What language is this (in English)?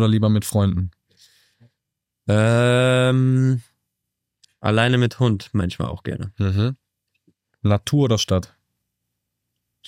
German